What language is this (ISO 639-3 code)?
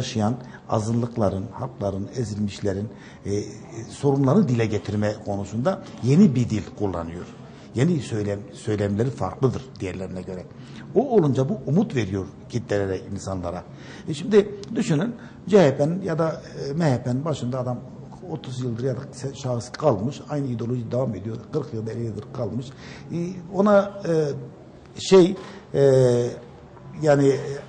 tur